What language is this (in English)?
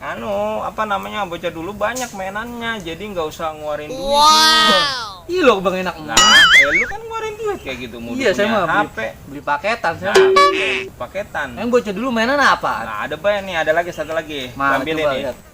Betawi